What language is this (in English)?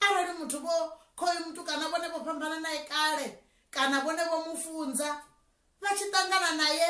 Venda